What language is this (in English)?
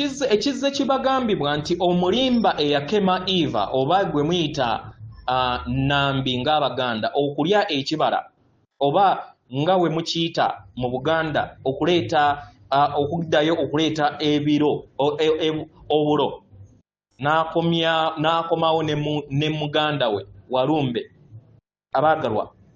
Ganda